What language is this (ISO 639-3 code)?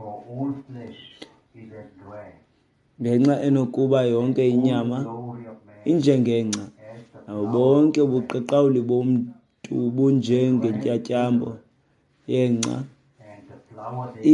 xho